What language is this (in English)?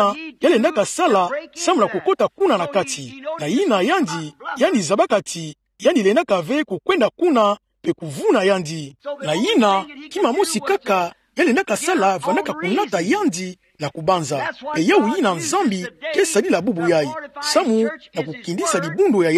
Kituba (Democratic Republic of Congo)